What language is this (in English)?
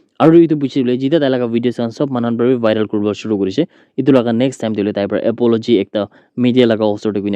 Naga Pidgin